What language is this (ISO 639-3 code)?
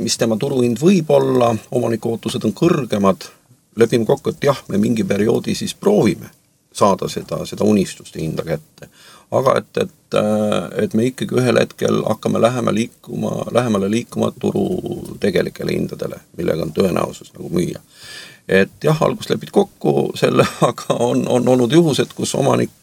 est